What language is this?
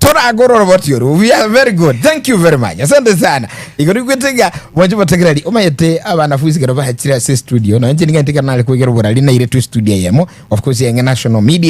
Gusii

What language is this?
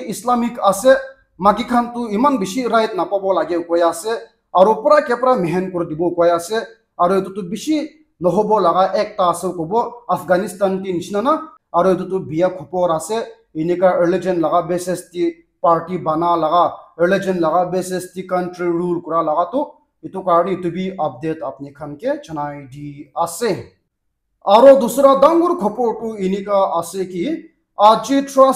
Naga Pidgin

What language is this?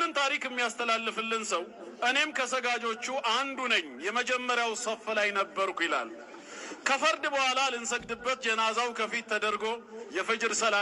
Amharic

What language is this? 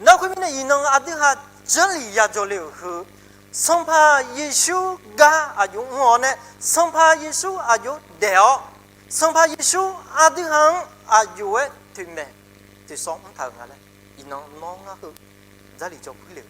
Akha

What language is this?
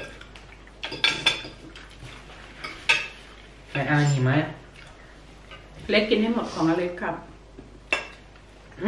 Thai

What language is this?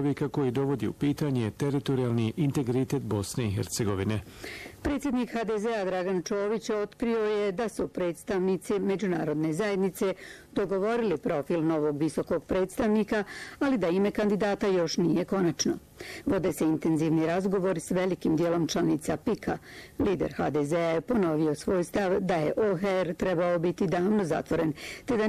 Bosnian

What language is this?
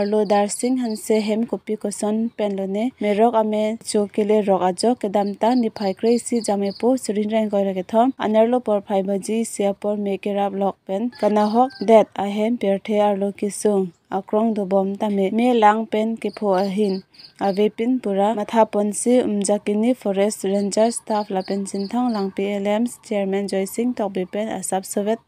Karbi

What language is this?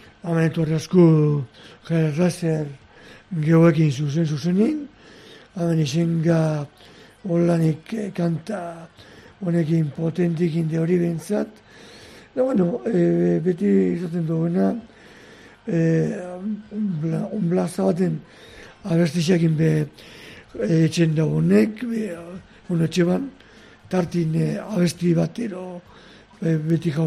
Basque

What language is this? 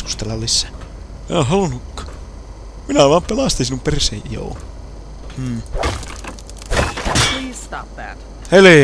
Finnish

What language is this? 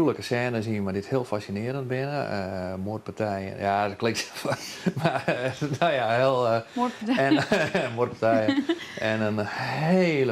Western Frisian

